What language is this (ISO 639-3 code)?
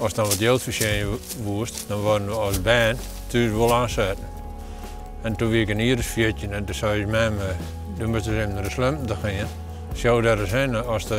fry